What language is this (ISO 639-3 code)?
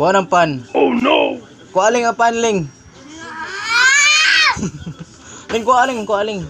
ceb